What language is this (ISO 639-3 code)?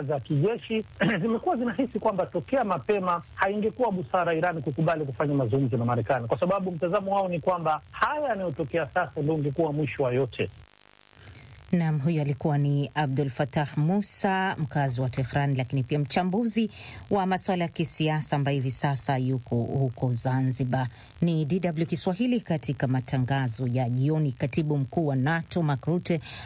swa